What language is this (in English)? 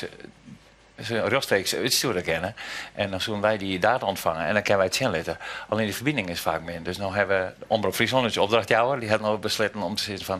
Western Frisian